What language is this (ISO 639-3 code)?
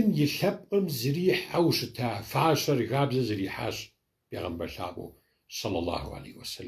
kbd